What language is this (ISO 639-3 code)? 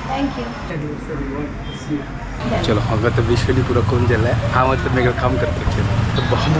kok